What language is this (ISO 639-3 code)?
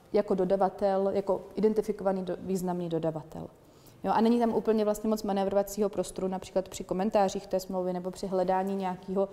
ces